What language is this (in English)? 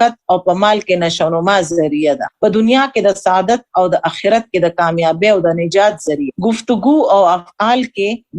Pashto